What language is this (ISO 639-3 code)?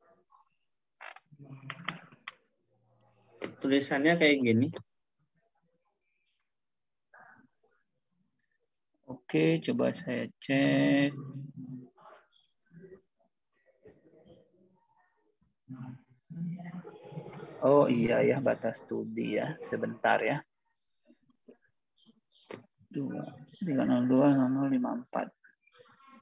ind